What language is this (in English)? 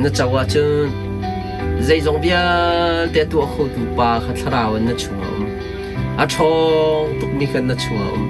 Hakha Chin